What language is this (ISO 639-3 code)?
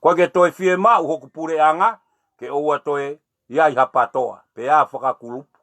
ton